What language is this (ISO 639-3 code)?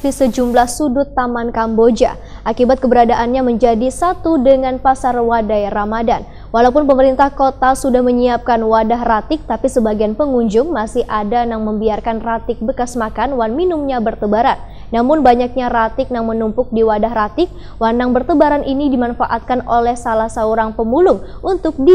bjn